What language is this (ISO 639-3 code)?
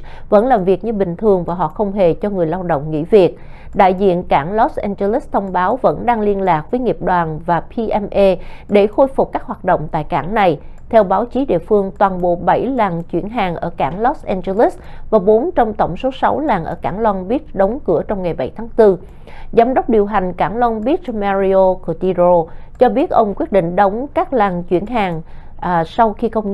vie